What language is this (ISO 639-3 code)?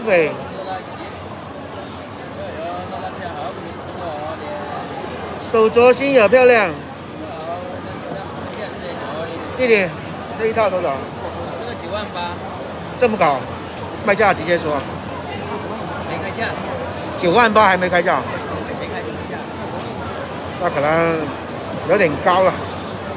zho